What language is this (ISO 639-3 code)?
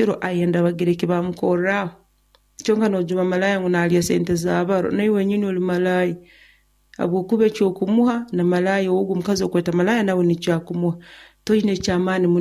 nyo